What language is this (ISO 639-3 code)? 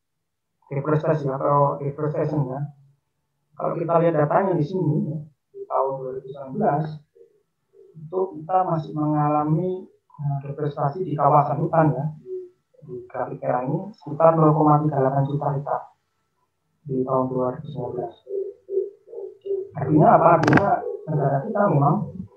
ind